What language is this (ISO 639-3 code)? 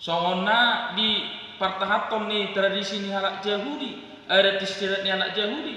bbc